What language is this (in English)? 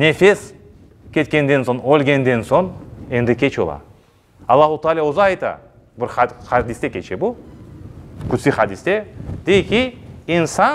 Crimean Tatar